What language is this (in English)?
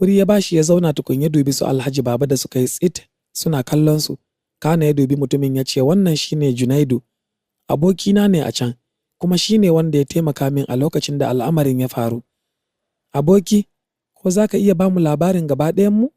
Hausa